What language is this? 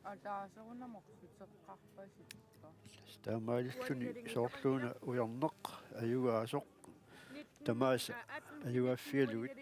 Kalaallisut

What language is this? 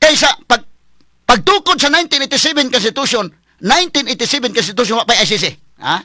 Cebuano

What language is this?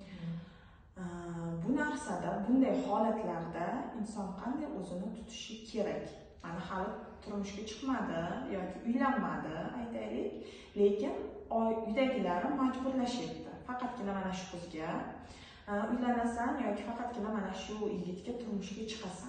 Uzbek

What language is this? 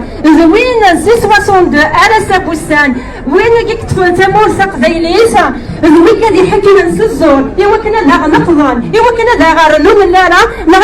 Kabyle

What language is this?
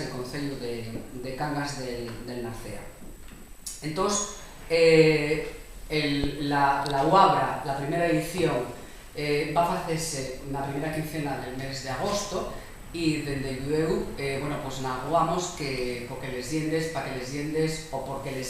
Asturian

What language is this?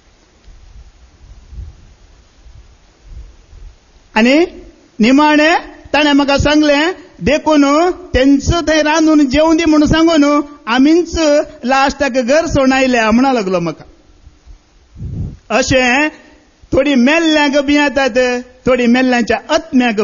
Konkani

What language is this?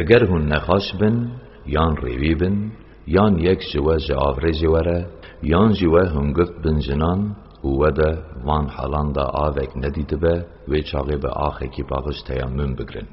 Kurdish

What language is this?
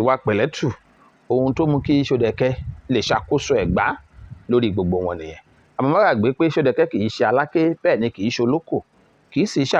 Yoruba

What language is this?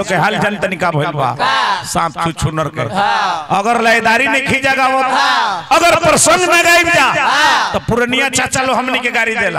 Bhojpuri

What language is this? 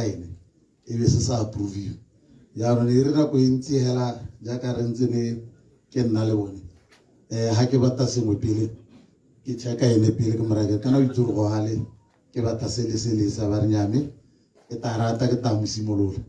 Tswana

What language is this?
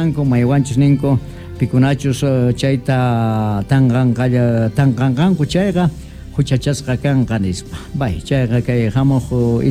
Quechua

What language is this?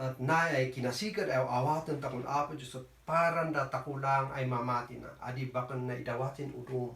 Kankanaey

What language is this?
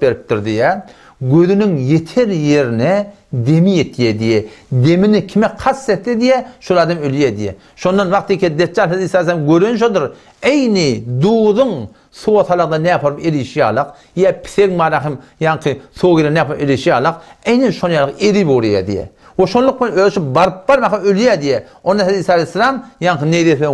Turkmen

